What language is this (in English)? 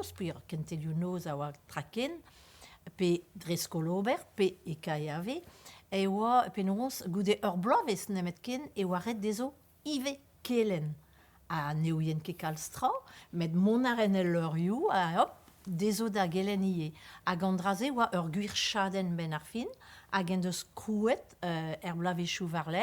Breton